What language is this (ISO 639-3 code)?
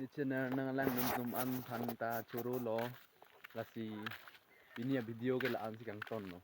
mjw